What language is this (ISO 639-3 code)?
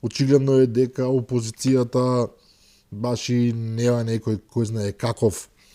mkd